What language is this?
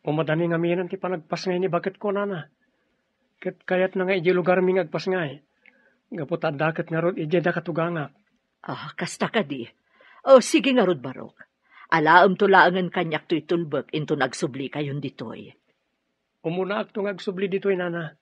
Iloko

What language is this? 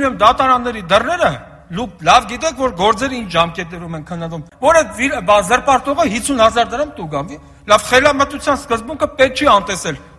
Armenian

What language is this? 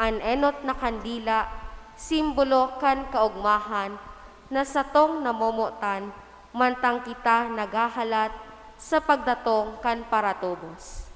Bikol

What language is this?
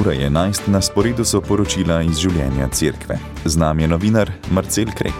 Slovenian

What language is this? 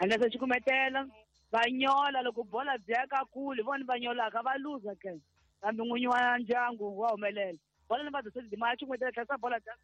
Tsonga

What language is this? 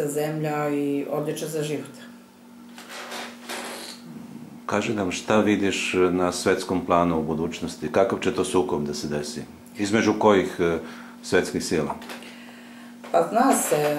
Serbian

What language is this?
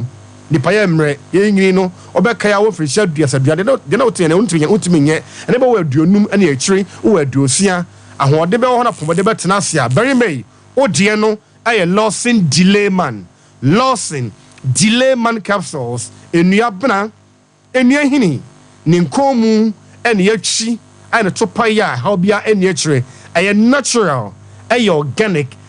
Akan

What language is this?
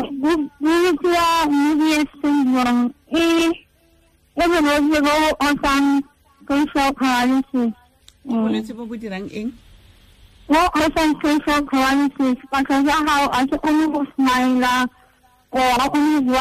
Tswana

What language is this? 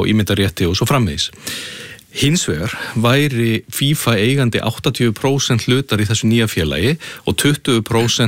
Icelandic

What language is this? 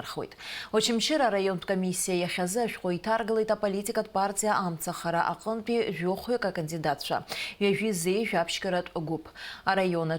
Abkhazian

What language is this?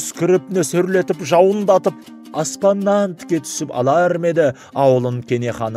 Kazakh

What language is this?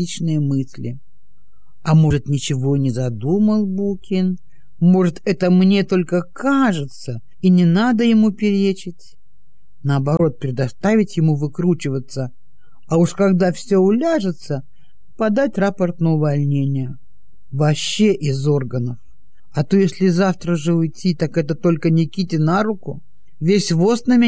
Russian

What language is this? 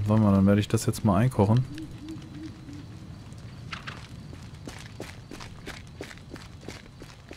German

